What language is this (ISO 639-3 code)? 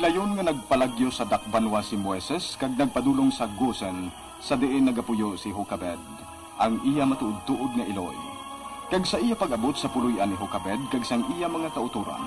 hil